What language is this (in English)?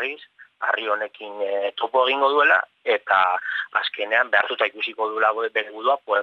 Basque